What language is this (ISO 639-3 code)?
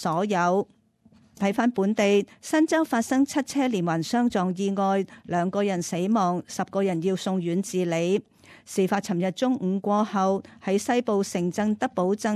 yue